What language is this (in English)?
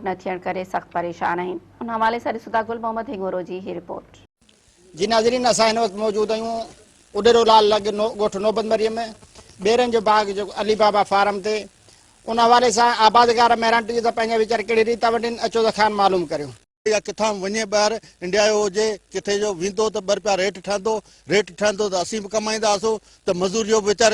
Sindhi